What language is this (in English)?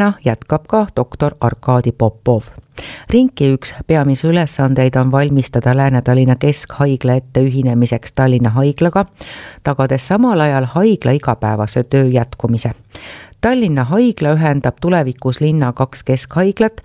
Estonian